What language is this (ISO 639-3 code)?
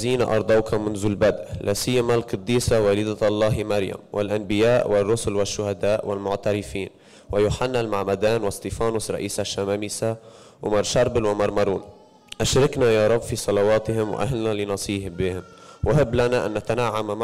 ara